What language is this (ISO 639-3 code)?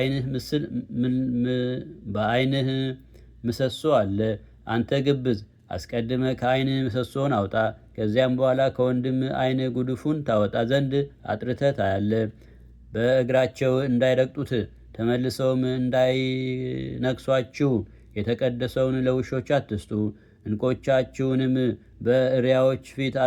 amh